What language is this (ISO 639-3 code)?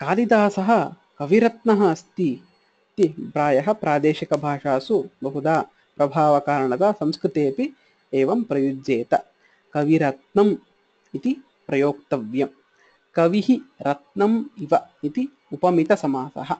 san